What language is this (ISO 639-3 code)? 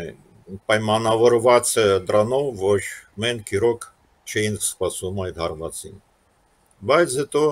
hye